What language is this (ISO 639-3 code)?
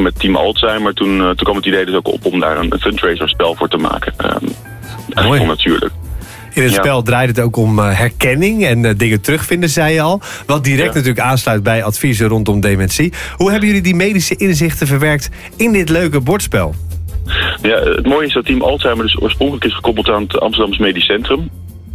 nld